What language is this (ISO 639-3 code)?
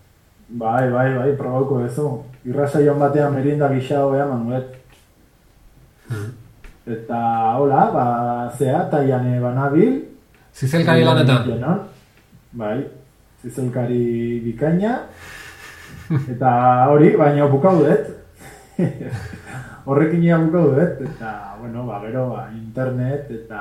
eus